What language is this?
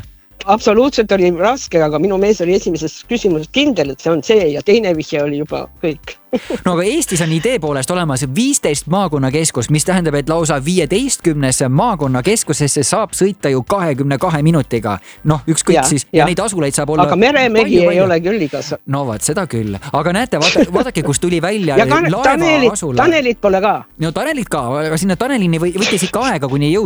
Estonian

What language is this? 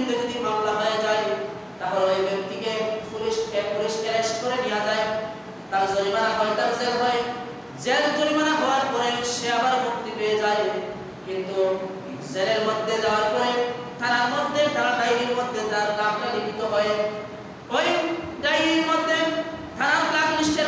Bangla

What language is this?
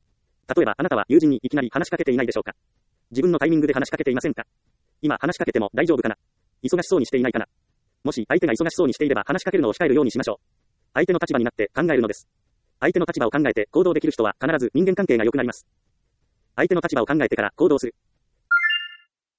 Japanese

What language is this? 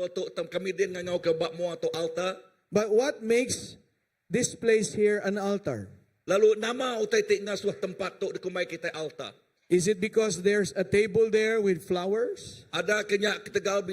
Iban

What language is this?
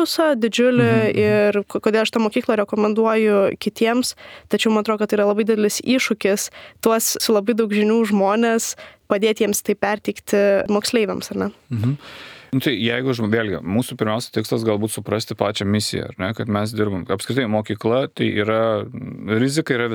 Lithuanian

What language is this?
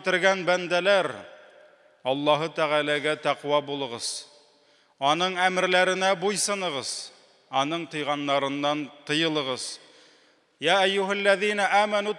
Tatar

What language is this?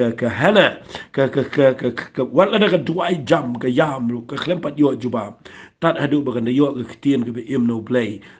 Khasi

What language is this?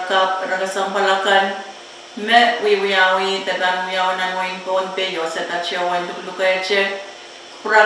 Pohnpeian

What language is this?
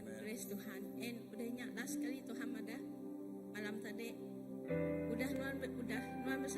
Iban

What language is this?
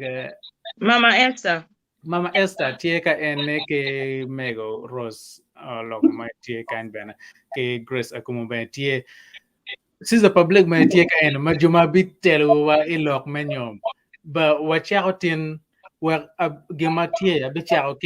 Acoli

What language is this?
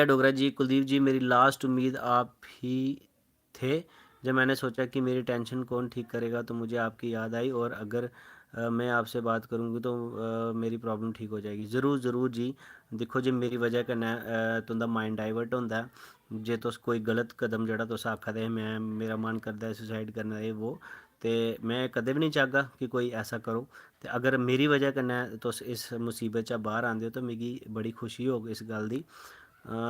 Dogri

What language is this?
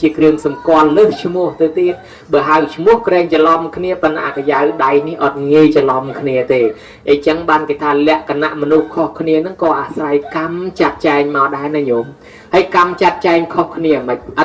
Khmer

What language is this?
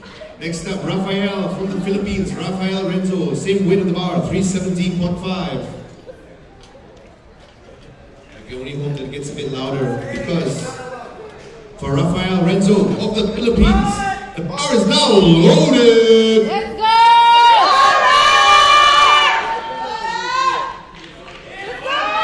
English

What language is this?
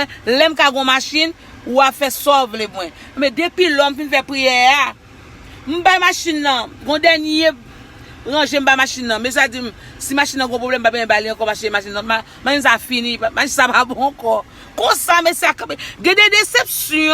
Haitian Creole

